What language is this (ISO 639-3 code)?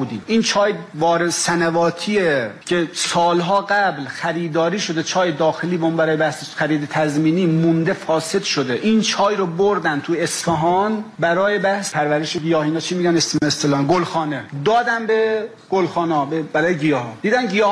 fas